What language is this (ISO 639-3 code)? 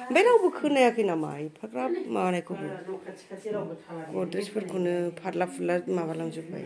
brx